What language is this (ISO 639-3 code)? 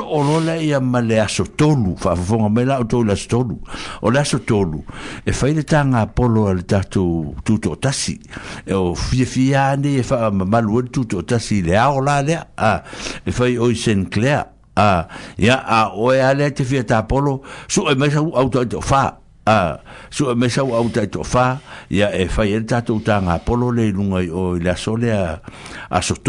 smo